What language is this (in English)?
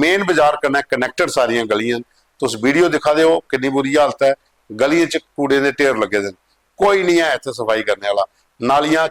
Dogri